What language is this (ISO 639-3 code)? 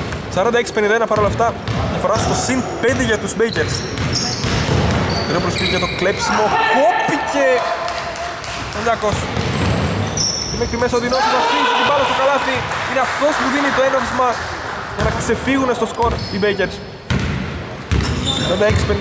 ell